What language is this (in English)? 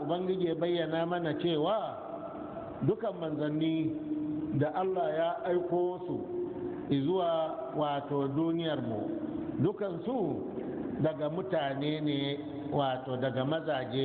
Hausa